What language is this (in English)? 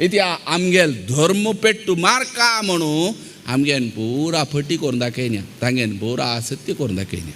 Konkani